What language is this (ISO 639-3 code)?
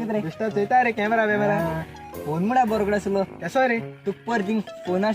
kok